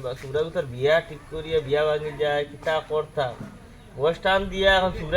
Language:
Sylheti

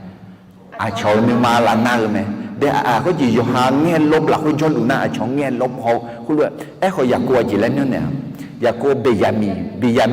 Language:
Akha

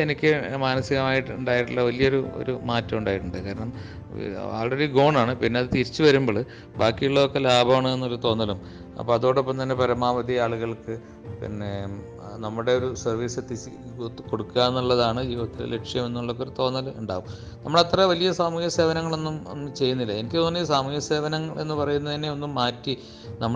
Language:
Malayalam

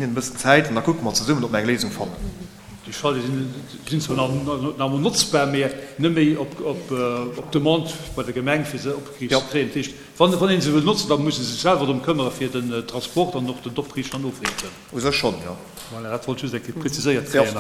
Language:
Luxembourgish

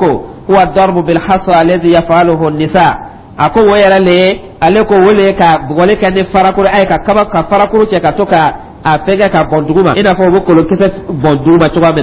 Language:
Dyula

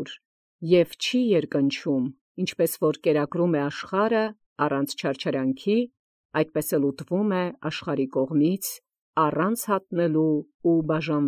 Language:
Armenian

